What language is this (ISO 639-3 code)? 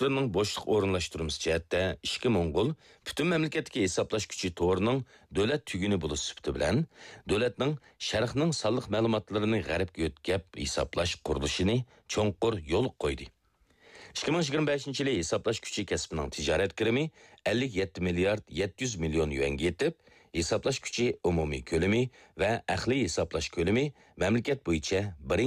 uig